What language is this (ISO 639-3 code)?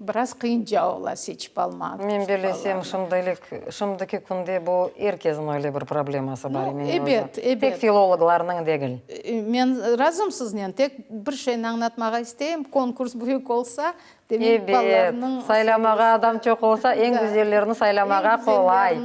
crh